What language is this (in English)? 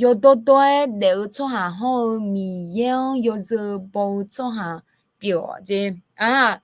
Akha